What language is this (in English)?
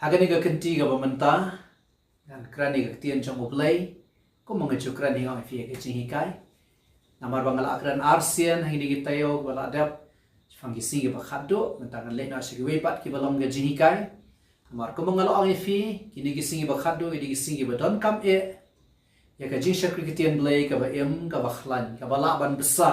Khasi